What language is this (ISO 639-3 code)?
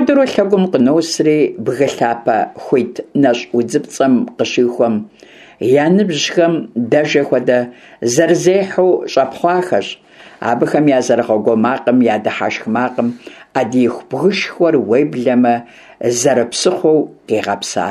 kbd